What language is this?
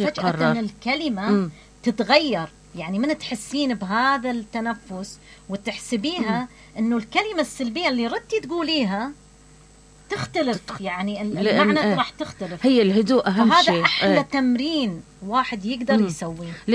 Mesopotamian Arabic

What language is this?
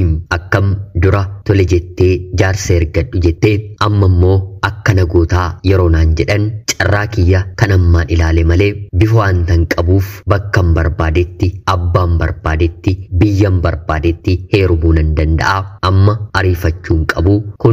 Oromo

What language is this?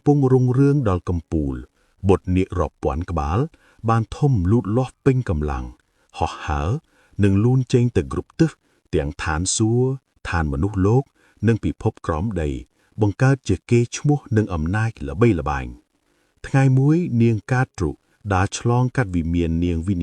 Khmer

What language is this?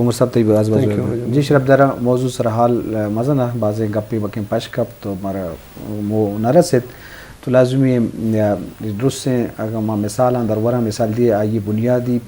Eastern Balochi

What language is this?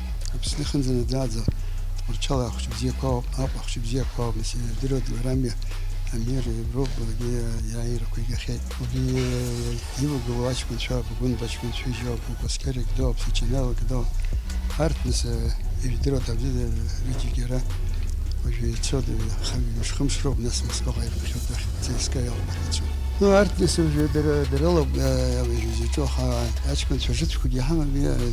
Abkhazian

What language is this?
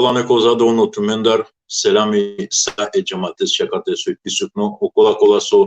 Balkan Romani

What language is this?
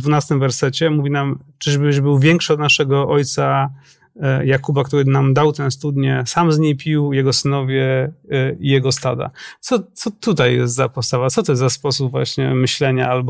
Polish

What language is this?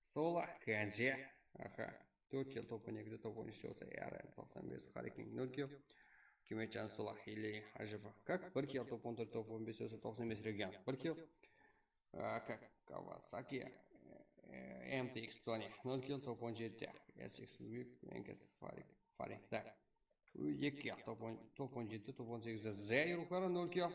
Kara-Kalpak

